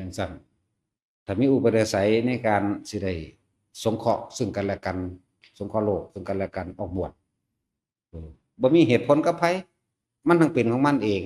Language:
Northeastern Thai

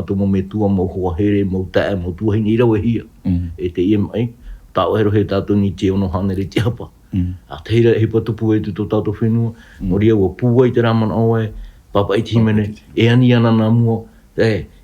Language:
Tahitian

